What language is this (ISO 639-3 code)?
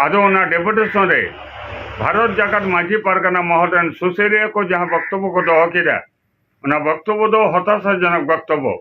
sat